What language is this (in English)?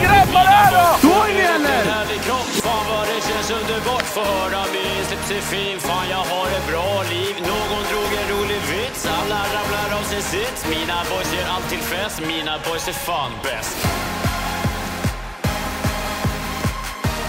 Swedish